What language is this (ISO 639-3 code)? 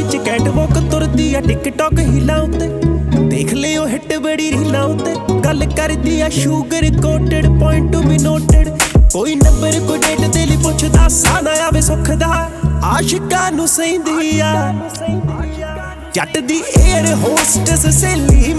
pan